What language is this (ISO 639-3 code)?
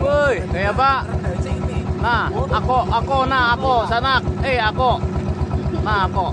bjn